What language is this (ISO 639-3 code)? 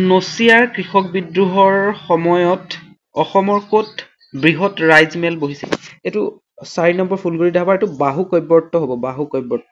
asm